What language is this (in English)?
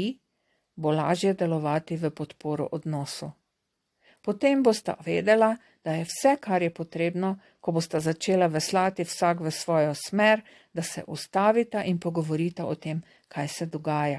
Slovenian